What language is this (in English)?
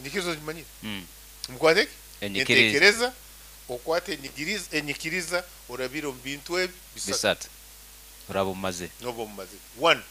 Nyankole